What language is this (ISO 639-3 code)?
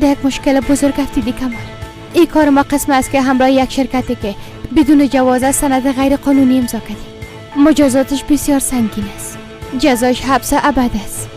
fas